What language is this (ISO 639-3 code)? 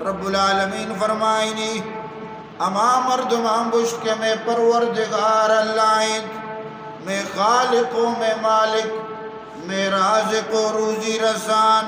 bal